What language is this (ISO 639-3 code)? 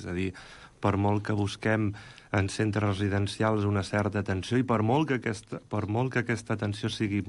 cat